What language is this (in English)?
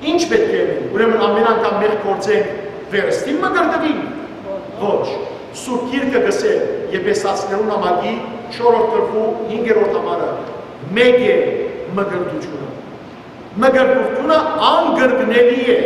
Western Armenian